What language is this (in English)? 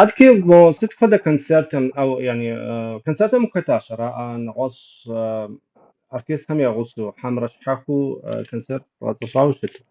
Kabardian